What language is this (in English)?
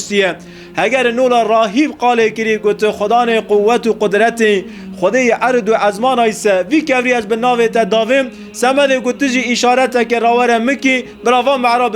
Kurdish